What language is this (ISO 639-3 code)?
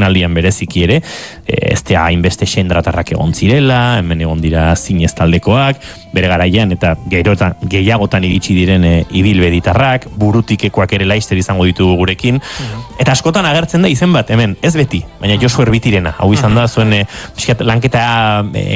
eus